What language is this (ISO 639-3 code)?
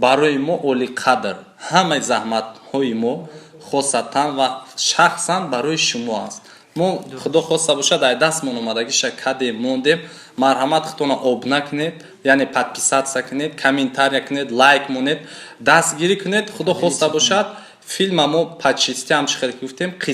tgk